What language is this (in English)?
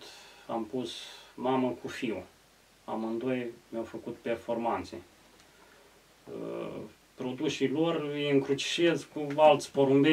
Romanian